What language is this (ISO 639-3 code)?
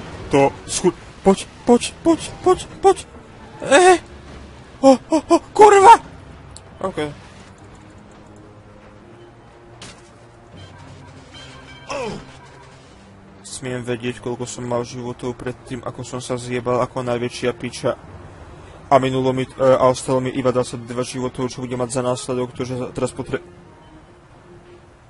slk